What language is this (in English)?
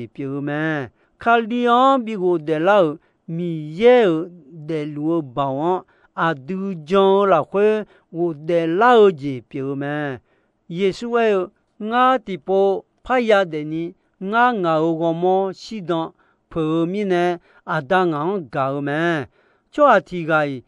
Akha